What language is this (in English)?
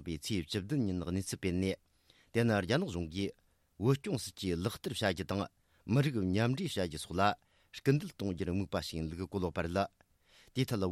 Tibetan